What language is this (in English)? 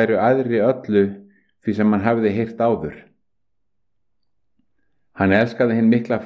Icelandic